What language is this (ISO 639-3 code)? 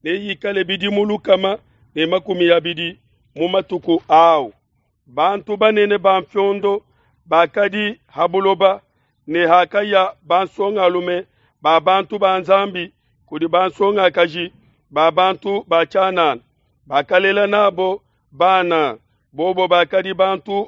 lua